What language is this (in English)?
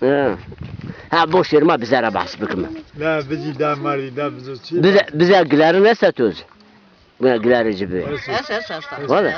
Zaza